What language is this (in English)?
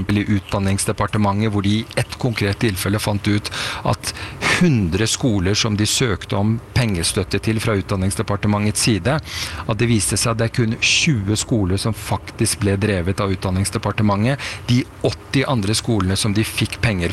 Norwegian